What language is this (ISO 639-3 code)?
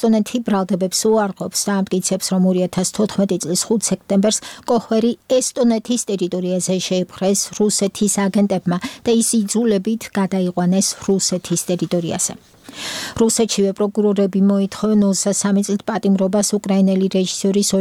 kat